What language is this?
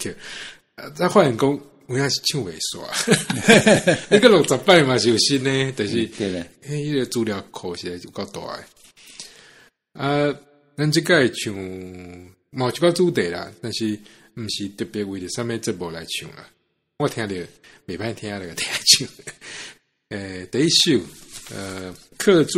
Min Nan Chinese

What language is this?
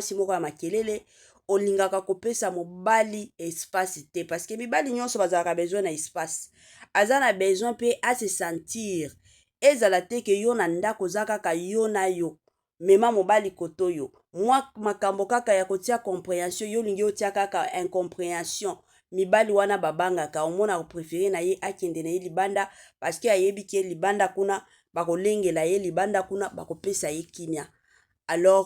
Lingala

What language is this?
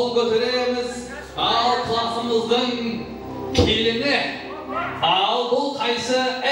Kara-Kalpak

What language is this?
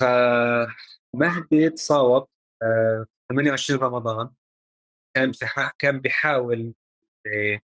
North Levantine Arabic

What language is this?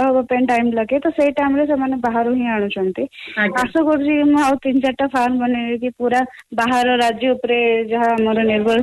Odia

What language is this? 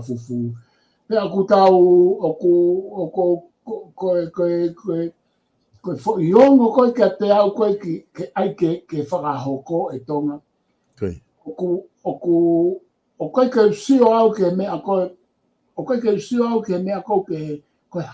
Tongan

